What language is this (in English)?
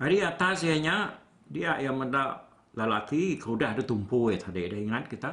Iban